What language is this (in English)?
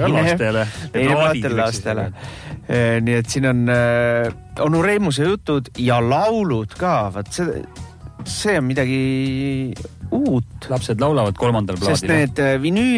Estonian